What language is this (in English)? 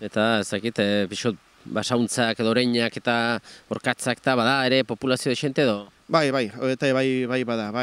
Basque